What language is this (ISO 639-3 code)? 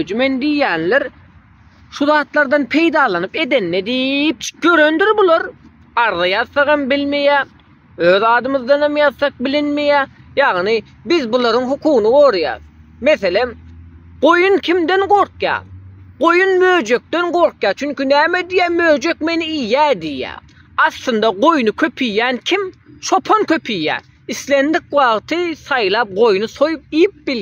tuk